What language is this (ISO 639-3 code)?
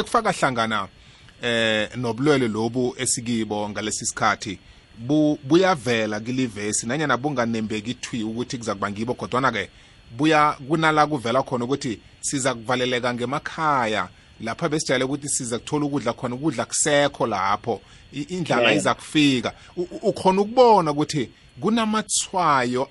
nbl